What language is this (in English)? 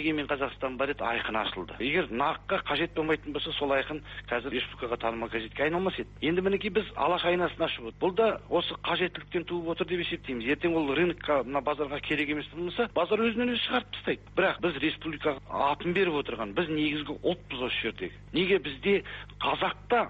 Kazakh